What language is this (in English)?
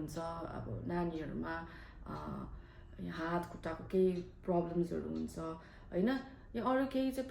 Nepali